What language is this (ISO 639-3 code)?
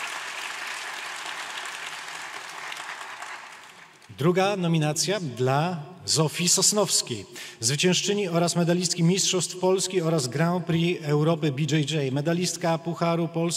pol